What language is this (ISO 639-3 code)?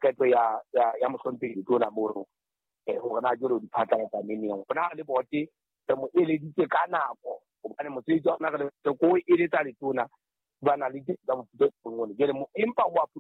sot